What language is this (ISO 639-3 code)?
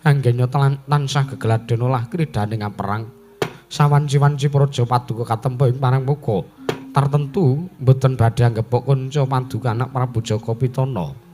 jav